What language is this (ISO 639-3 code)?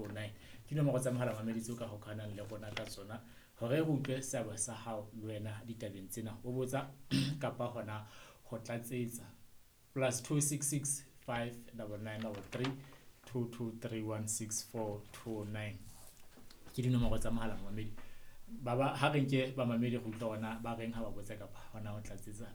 sot